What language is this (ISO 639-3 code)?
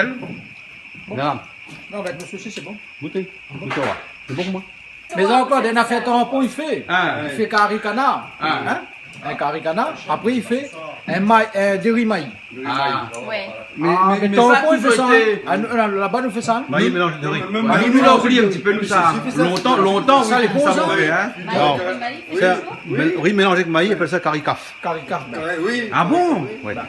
rcf